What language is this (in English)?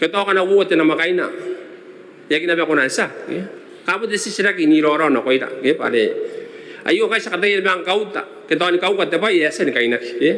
Gilbertese